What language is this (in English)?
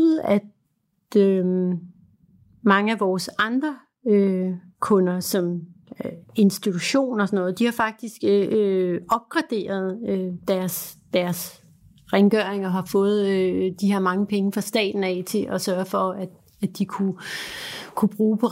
Danish